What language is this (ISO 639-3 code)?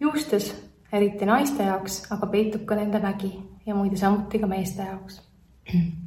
est